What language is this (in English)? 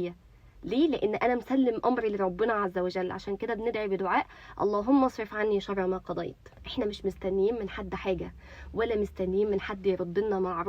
Egyptian Arabic